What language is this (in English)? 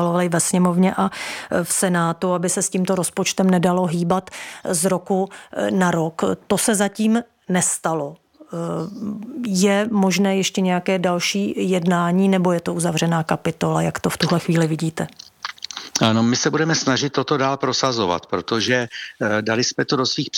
Czech